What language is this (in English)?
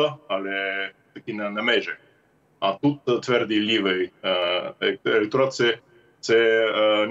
Ukrainian